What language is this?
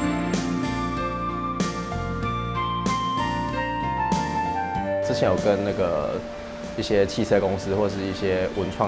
Chinese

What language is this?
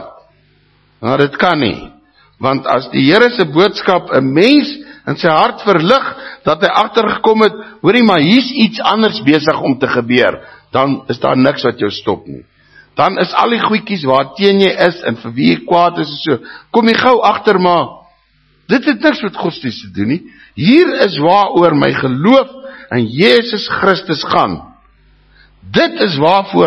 Afrikaans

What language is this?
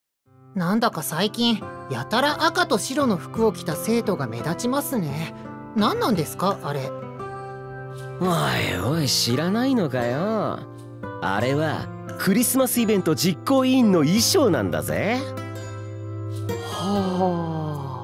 Japanese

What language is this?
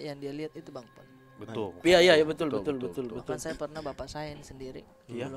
Makassar Malay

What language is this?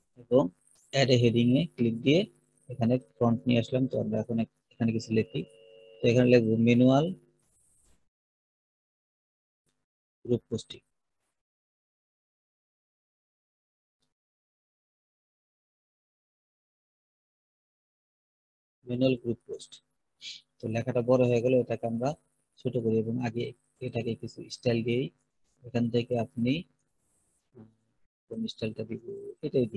Bangla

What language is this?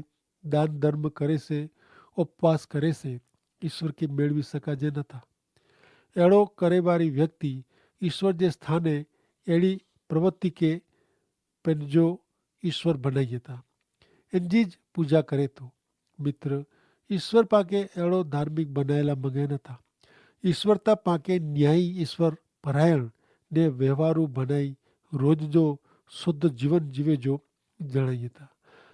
Kachhi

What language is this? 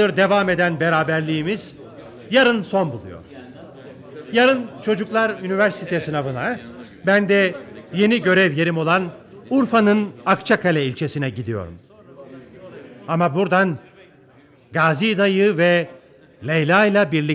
Turkish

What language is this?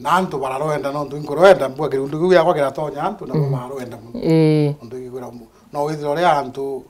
Meru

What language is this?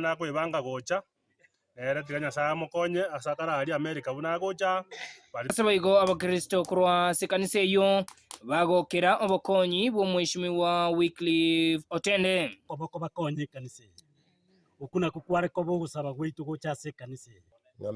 Gusii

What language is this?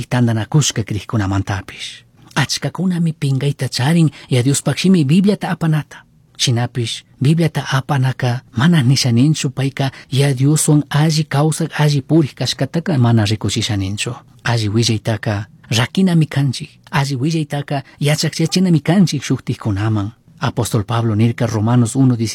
Chimborazo Highland Quichua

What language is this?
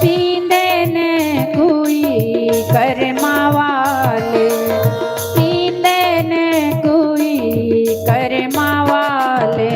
Dogri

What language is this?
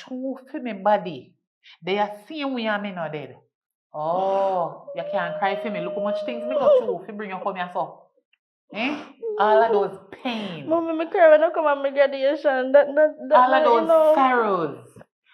Jamaican Creole English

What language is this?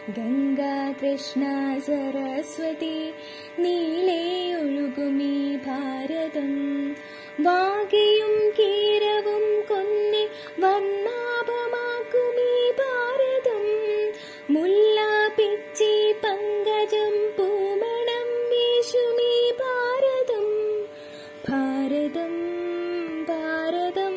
Malayalam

